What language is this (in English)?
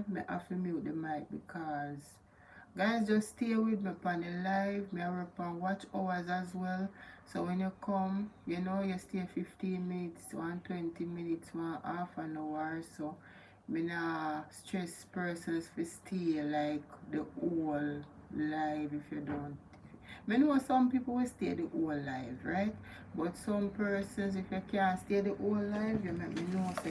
Jamaican Creole English